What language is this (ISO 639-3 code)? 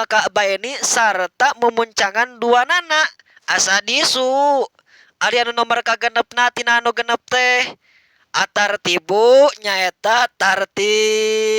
sun